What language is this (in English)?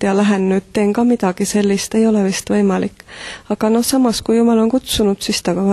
Estonian